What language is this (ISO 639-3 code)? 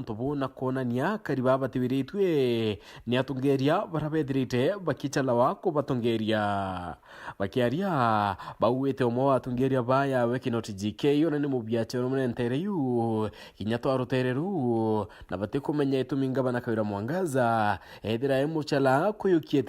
mer